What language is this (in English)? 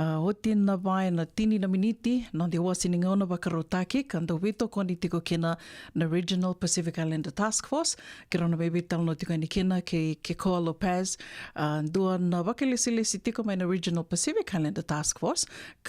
Fijian